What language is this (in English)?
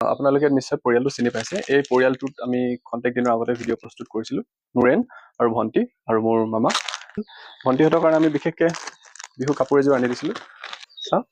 Assamese